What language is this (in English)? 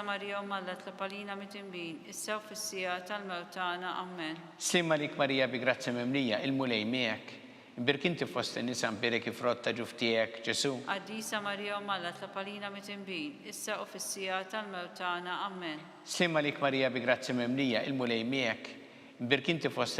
Maltese